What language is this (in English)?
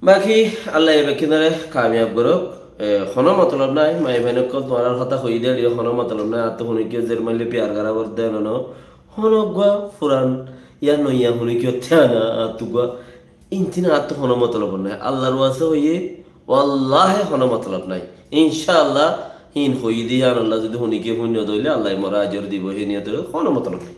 Rohingya